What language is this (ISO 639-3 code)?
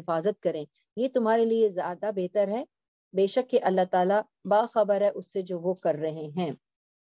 urd